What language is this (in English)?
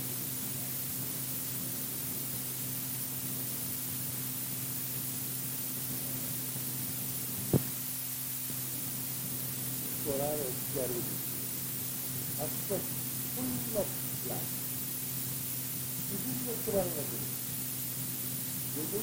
Bangla